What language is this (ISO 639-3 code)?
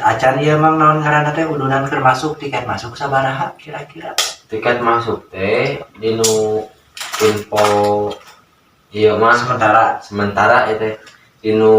sun